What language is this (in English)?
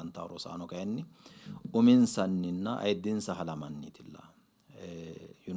Sidamo